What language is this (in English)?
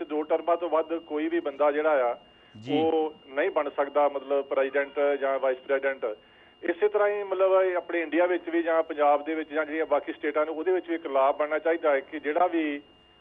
Punjabi